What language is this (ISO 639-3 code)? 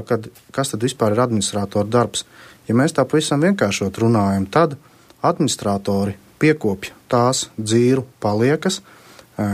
lav